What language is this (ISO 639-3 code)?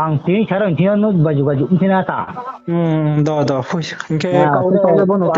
ria